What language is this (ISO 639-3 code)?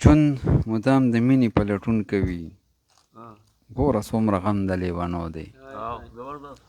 pus